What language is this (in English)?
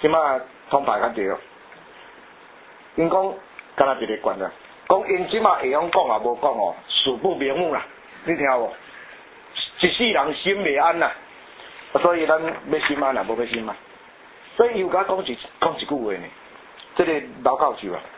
Min Nan Chinese